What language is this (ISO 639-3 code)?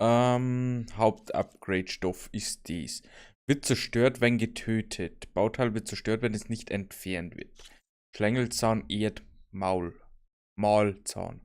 bar